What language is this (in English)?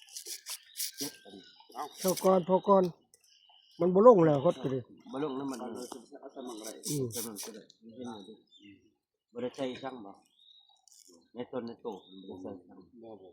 Northeastern Thai